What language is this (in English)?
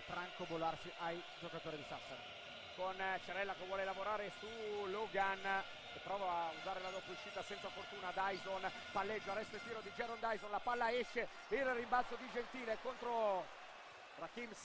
Italian